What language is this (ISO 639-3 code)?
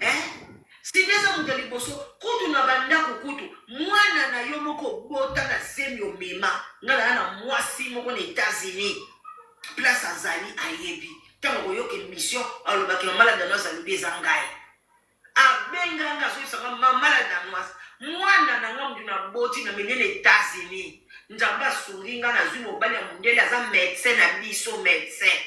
lin